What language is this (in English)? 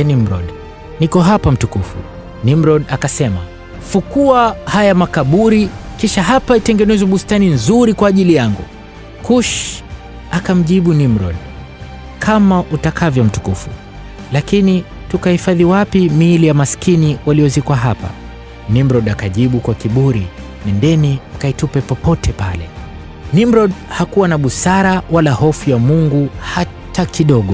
Swahili